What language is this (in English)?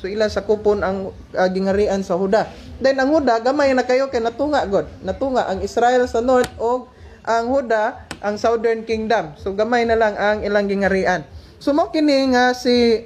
Cebuano